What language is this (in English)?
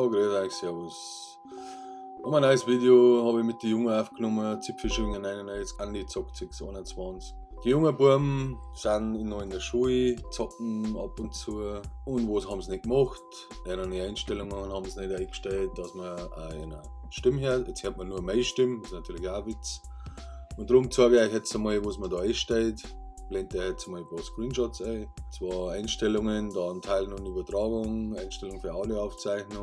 Bavarian